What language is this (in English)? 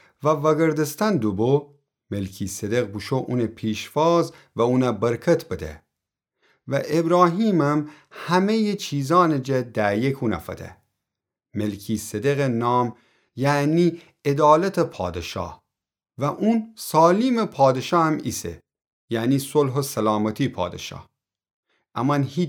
Gilaki